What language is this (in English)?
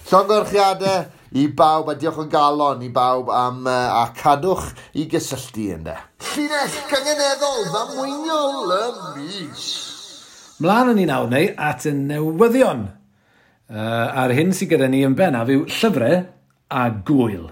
Welsh